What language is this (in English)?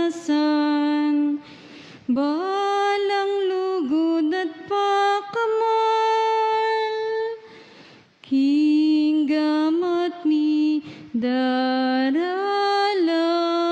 Pampanga